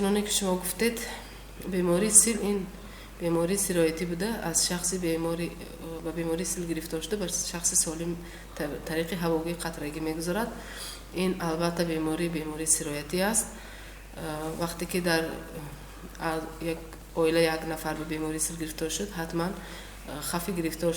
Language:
Tajik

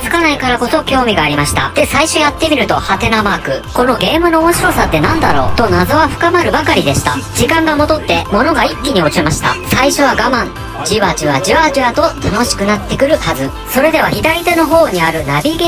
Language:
Japanese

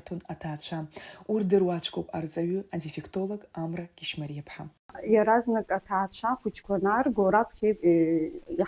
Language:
Abkhazian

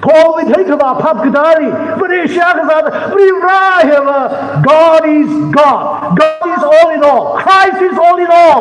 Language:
Tangkhul Naga (India)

